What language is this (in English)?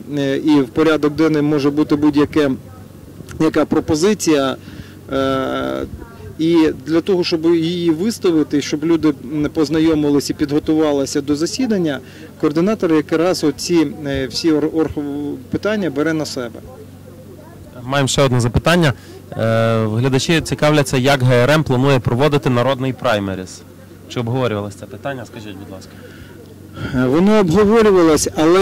Ukrainian